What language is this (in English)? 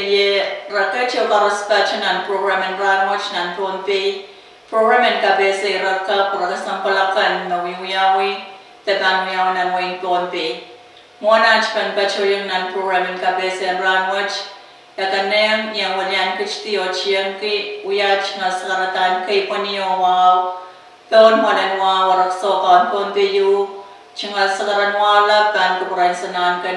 Pohnpeian